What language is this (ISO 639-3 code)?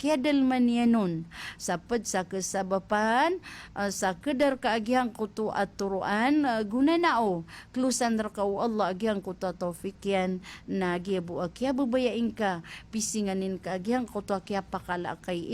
mrw